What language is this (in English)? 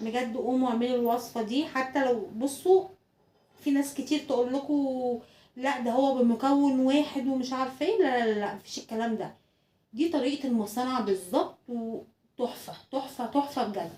Egyptian Arabic